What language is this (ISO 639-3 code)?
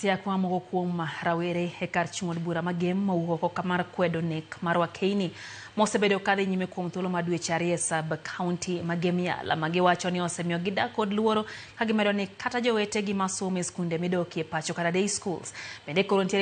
luo